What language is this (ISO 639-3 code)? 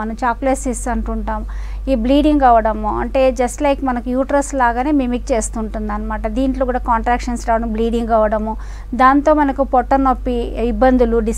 tel